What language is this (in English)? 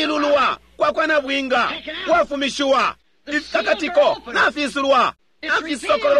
Bemba